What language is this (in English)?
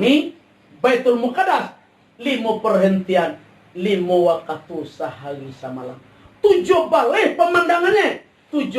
Minangkabau